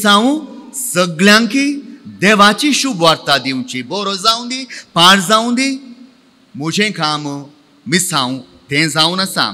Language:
Konkani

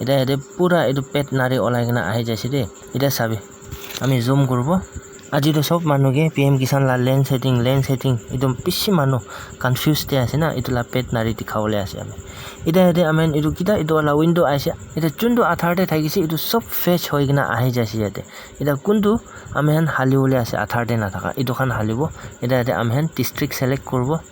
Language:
Naga Pidgin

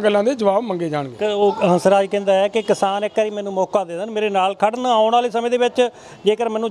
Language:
Punjabi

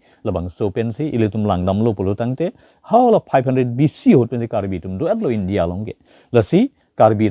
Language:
Karbi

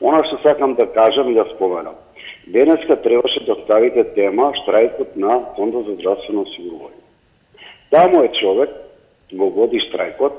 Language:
Macedonian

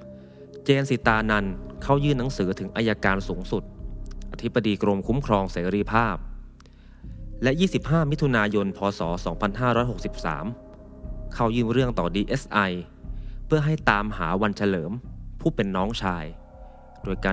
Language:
Thai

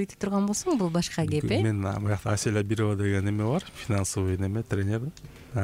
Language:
Kyrgyz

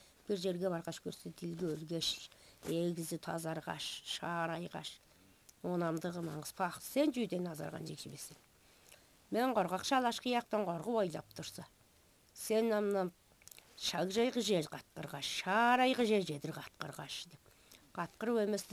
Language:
Tuvinian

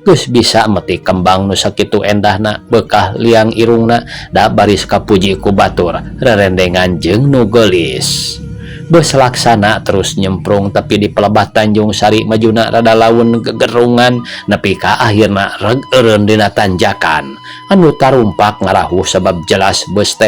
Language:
Sundanese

